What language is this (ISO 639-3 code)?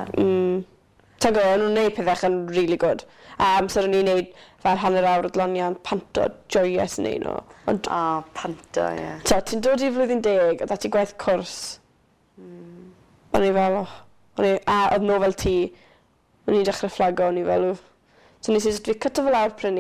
cym